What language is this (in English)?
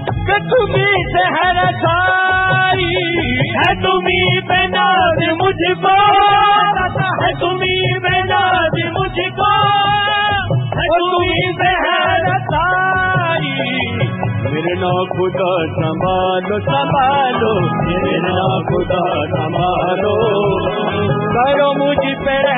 Hindi